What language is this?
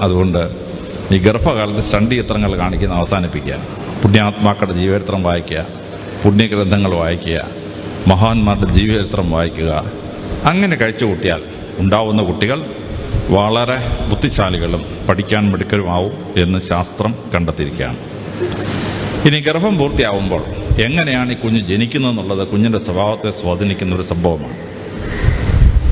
Malayalam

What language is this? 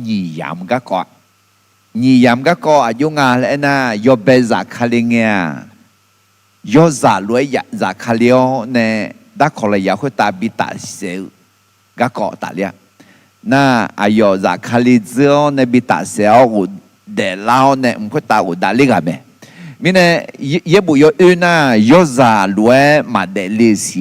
Akha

